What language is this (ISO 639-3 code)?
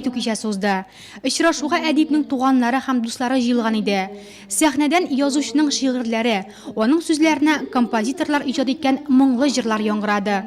tat